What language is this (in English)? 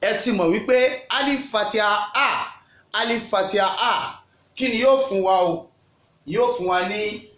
Yoruba